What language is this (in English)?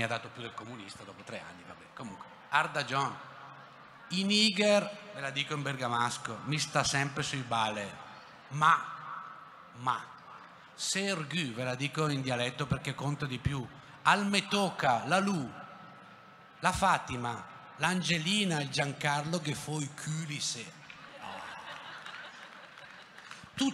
Italian